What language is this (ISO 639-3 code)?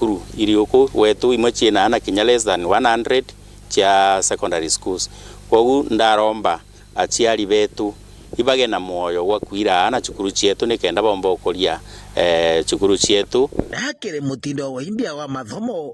mer